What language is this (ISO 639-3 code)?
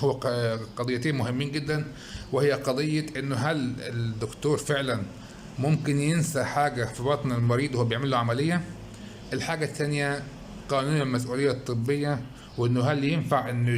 arz